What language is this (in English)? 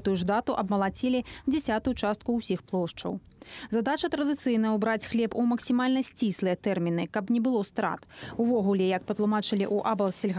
Belarusian